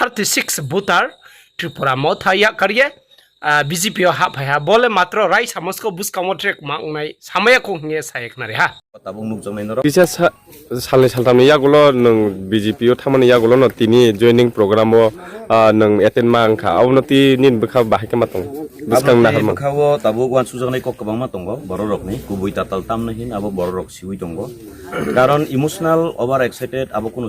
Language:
Riang (India)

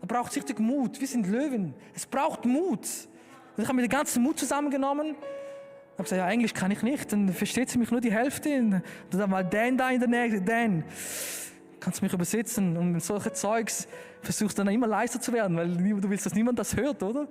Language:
Swiss German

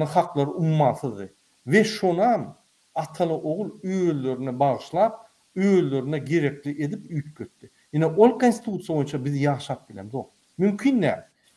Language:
Turkmen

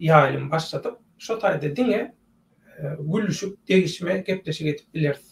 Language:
Turkmen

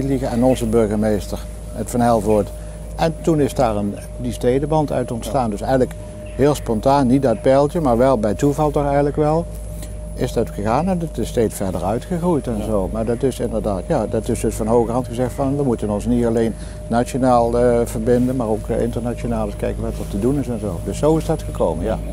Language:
Dutch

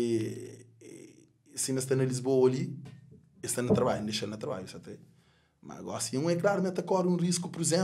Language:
Kabuverdianu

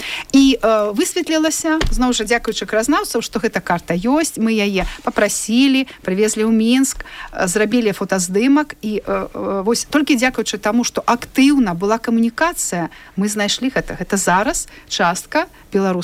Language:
Belarusian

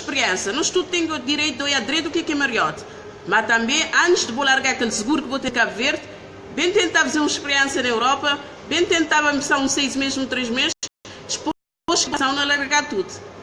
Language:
Kabuverdianu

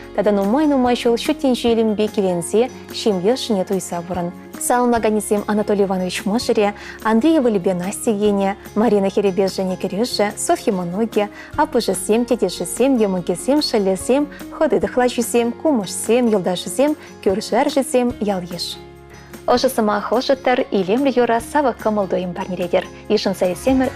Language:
Chuvash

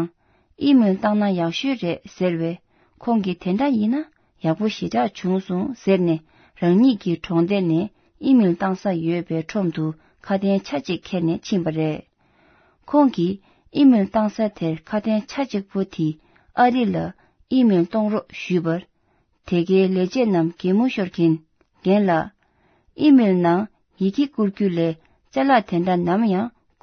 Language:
Tibetan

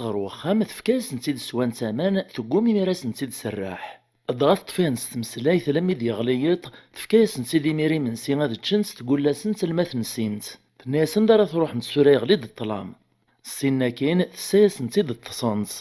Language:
Kabyle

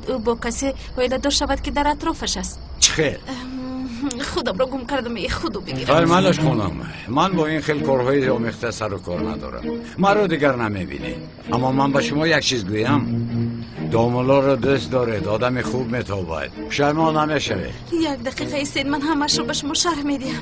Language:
Tajik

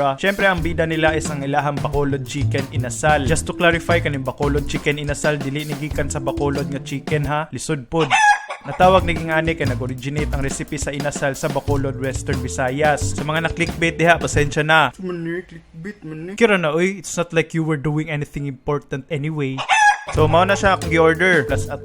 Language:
Cebuano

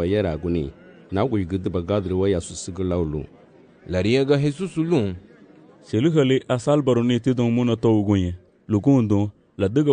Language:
Garifuna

